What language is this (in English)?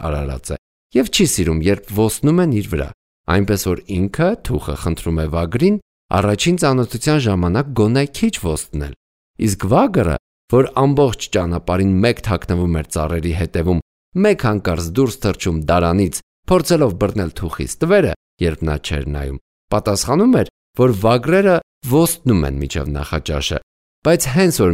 Armenian